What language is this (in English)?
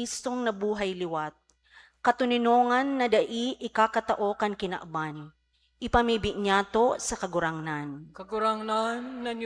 Bikol